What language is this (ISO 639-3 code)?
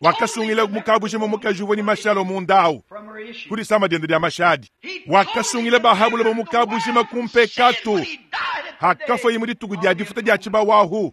lua